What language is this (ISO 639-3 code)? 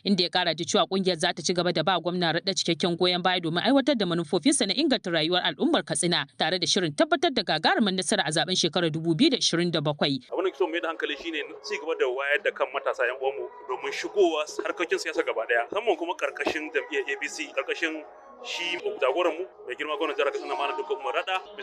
hau